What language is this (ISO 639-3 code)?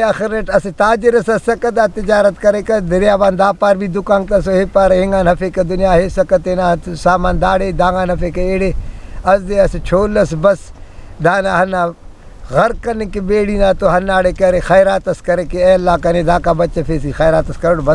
brh